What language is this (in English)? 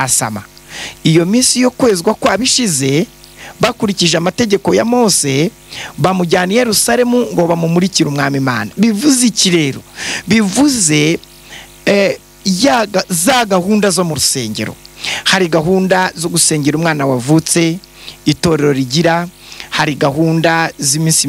Kinyarwanda